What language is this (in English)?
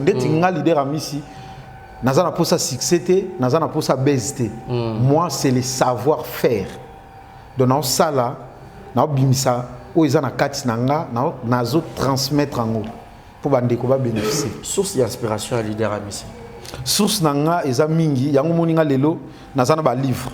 Lingala